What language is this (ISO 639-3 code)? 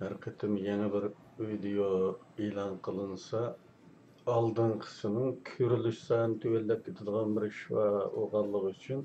uig